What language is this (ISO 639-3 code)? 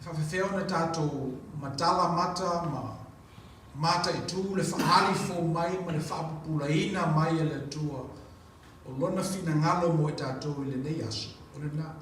smo